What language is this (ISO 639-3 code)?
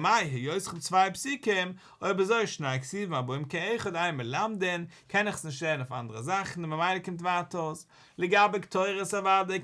yid